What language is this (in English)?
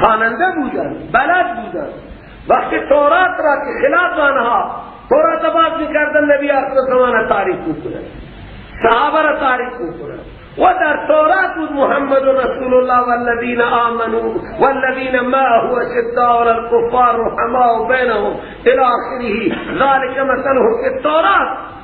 Persian